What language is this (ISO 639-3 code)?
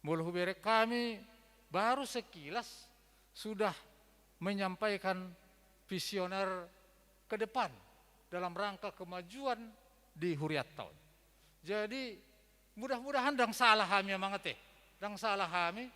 bbc